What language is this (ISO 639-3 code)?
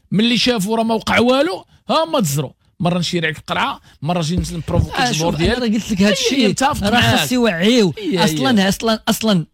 ary